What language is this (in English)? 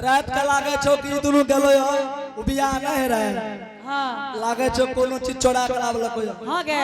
Angika